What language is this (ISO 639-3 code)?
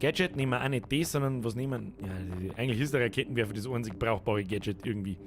bar